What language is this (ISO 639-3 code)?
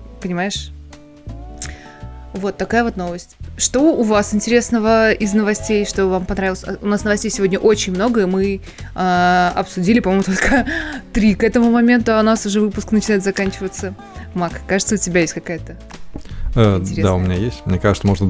rus